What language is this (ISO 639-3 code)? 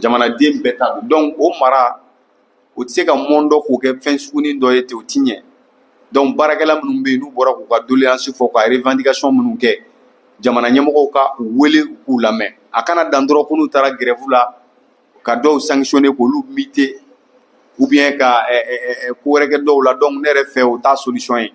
bam